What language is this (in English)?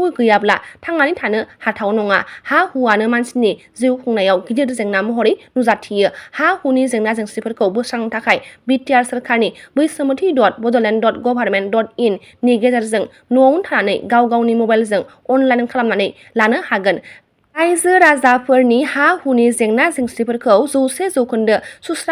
Bodo